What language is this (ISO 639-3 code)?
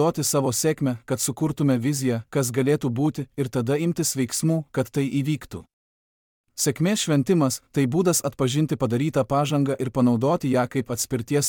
lit